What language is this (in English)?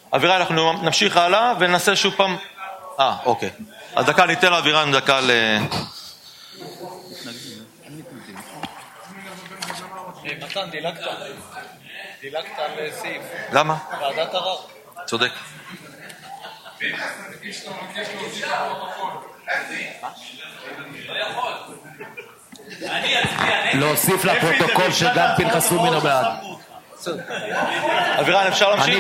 Hebrew